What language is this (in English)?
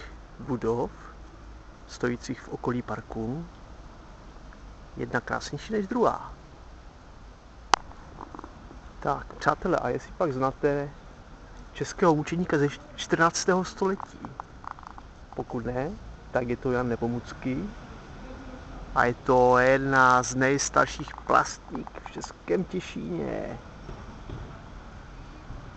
Czech